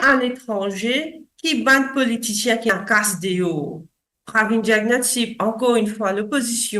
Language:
Morisyen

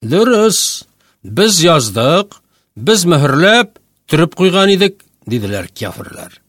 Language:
Tatar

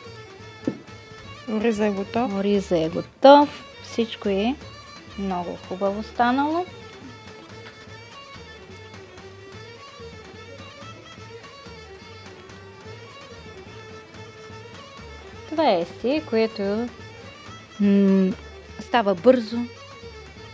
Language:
Bulgarian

